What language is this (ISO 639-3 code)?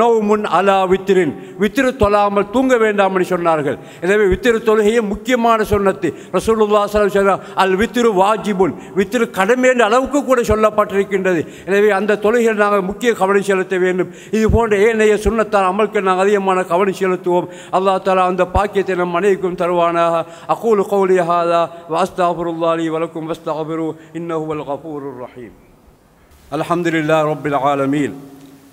tam